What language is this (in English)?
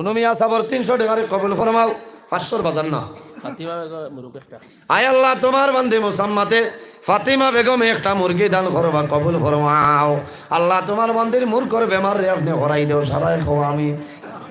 Sylheti